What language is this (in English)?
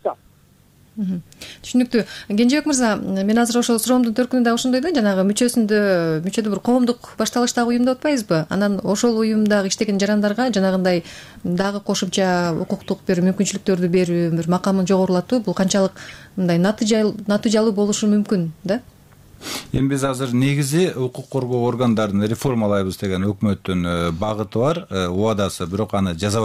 Kyrgyz